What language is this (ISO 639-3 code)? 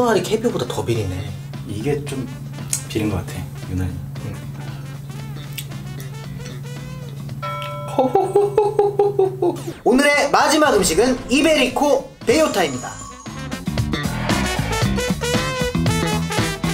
kor